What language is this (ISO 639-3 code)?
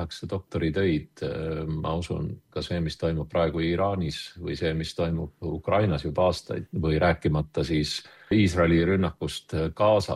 est